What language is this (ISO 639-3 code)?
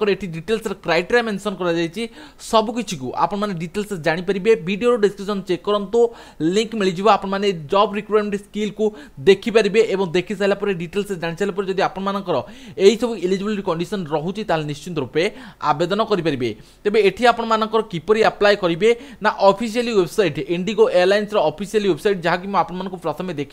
ori